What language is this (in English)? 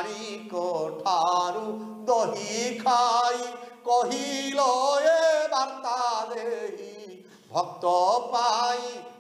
Odia